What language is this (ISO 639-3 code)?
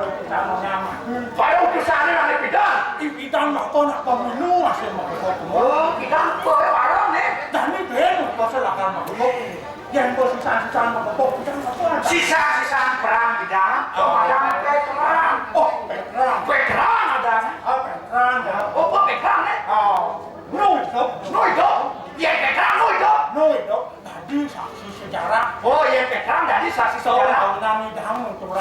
ban